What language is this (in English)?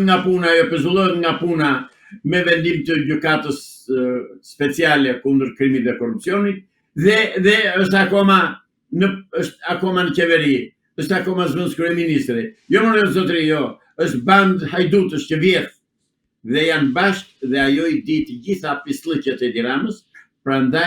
Albanian